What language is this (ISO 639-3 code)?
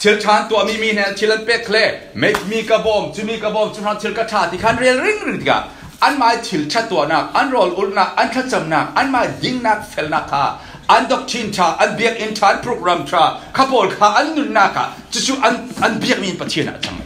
cfm